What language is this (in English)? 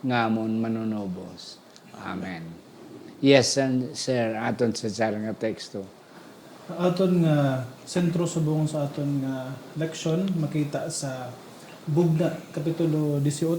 Hiligaynon